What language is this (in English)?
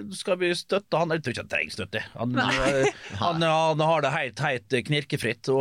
Norwegian